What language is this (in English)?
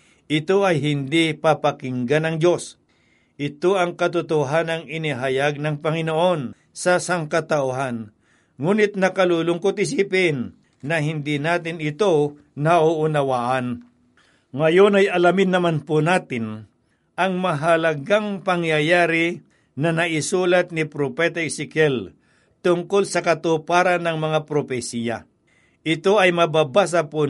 Filipino